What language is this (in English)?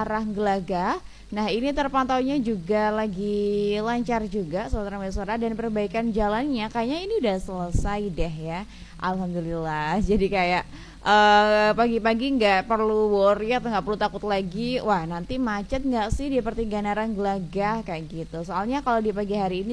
Indonesian